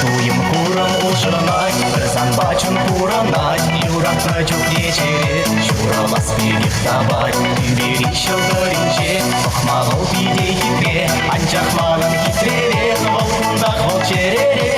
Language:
Chuvash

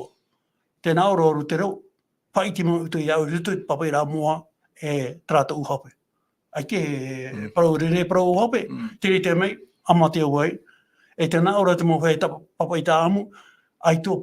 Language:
Tahitian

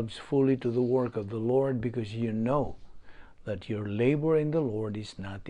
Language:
Cebuano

